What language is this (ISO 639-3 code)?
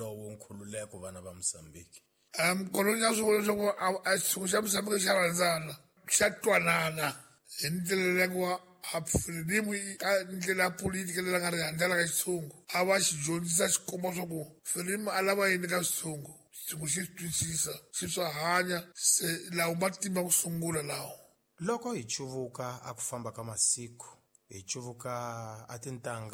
tso